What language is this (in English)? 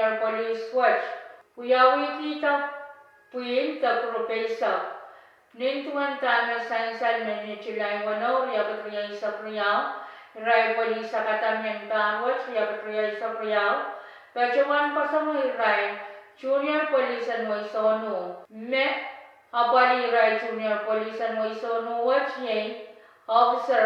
Pohnpeian